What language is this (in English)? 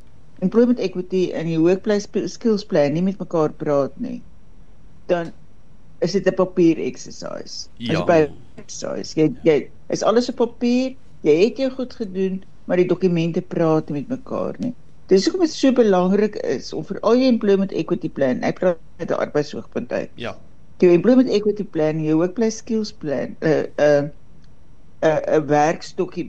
Afrikaans